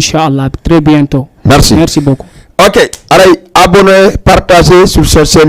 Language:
Fula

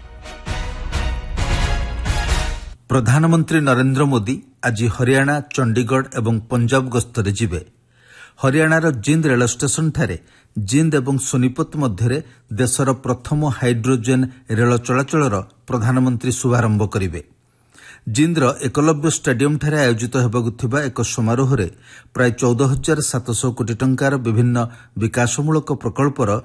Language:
Odia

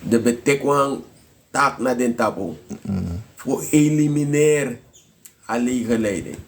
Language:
Sranan Tongo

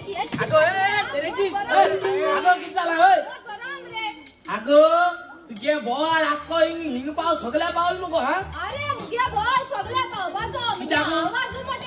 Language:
Konkani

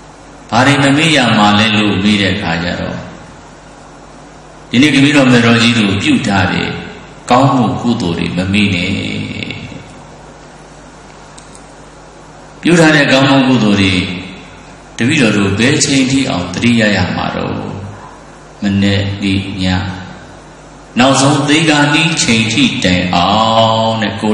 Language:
Burmese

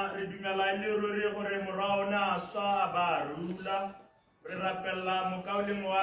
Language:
Tswana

